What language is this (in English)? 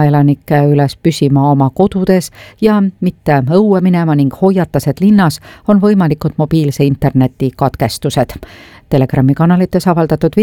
Estonian